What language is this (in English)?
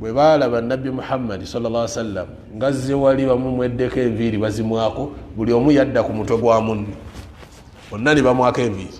Ganda